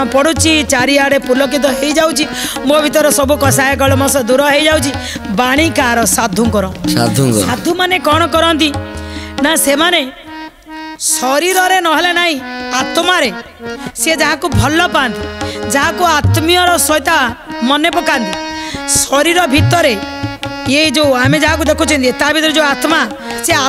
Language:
Odia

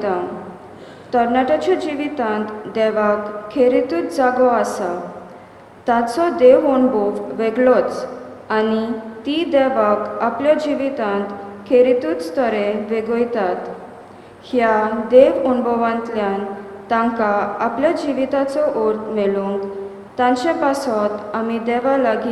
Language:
Konkani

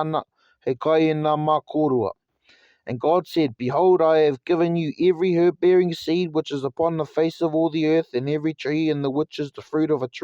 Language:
Māori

